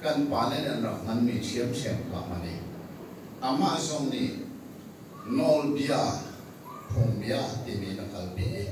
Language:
Hakha Chin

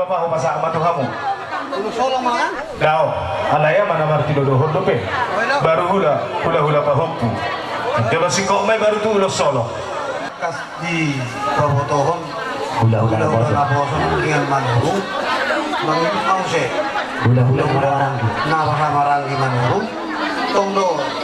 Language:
Batak Toba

